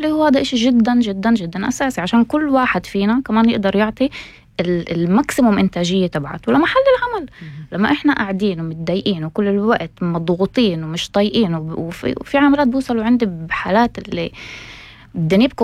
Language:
North Levantine Arabic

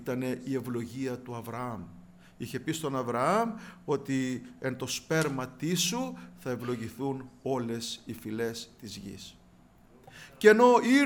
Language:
Greek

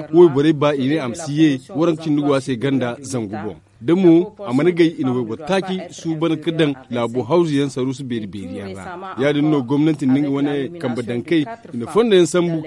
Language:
Zarma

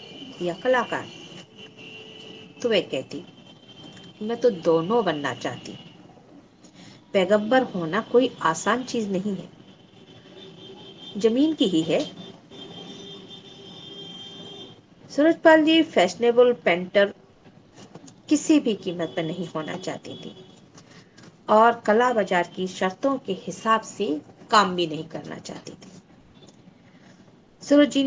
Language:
Hindi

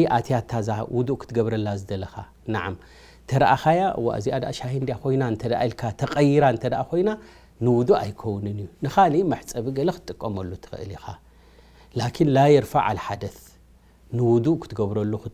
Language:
Tigrinya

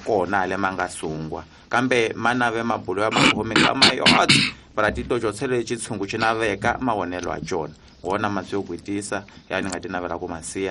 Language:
Tsonga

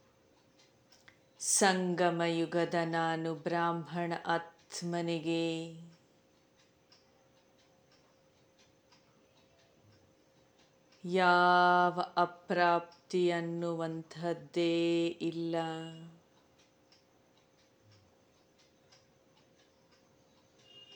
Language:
Kannada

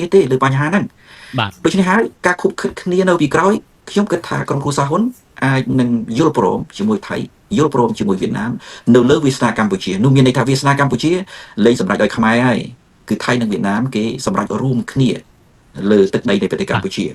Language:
Khmer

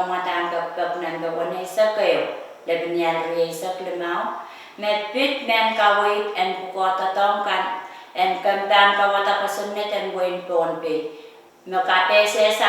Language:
Pohnpeian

